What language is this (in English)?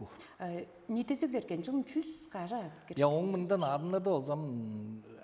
Tuvinian